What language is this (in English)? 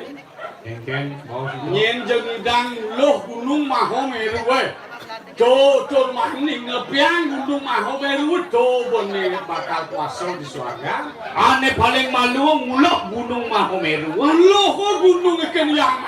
Balinese